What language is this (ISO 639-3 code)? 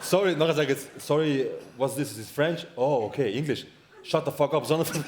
gsw